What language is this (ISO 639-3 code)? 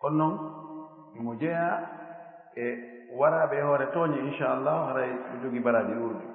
ful